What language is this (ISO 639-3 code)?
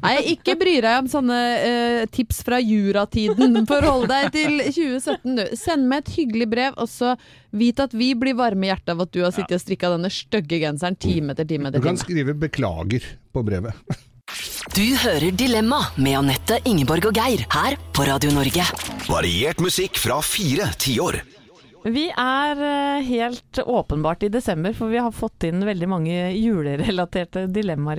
nor